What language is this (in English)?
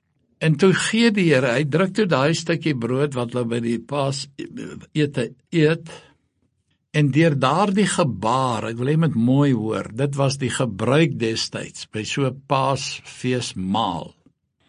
Afrikaans